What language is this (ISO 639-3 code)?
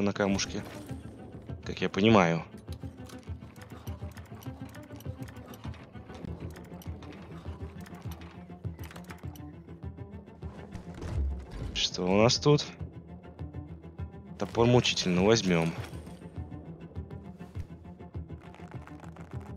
rus